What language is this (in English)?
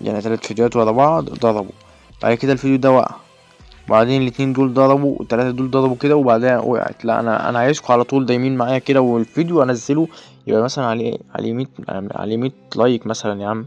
Egyptian Arabic